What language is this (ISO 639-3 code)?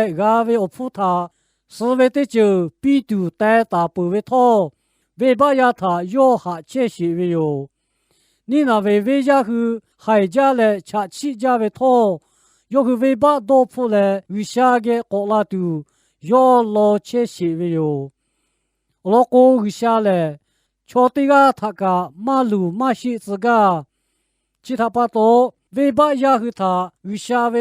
lhu